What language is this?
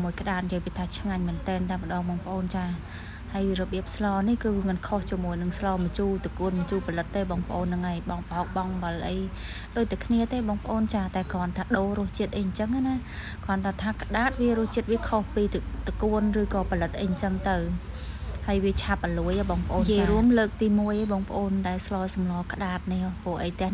Khmer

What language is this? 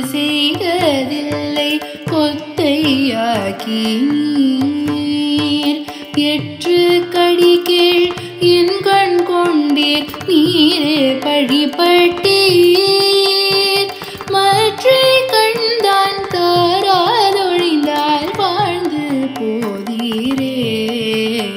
Tamil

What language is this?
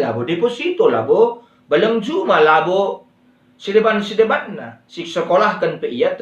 Batak Karo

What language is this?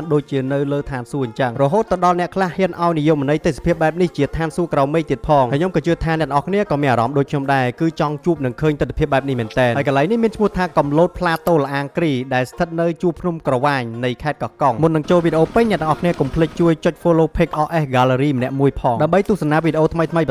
Khmer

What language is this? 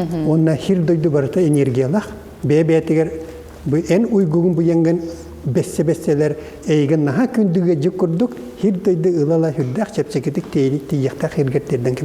Yakut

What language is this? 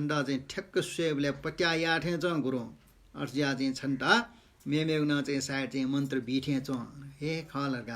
Newari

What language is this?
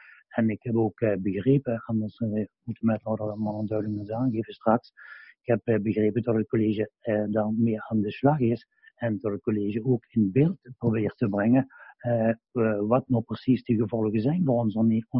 Dutch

